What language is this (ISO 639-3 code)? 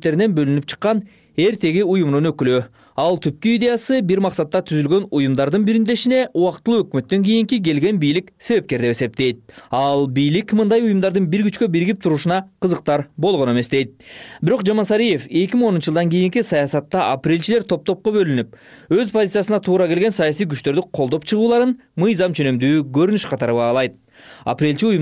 kir